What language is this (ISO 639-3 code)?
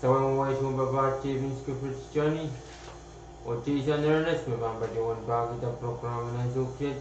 pon